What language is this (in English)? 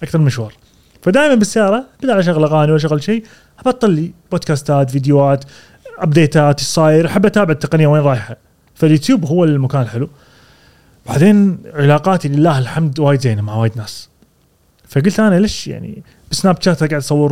Gulf Arabic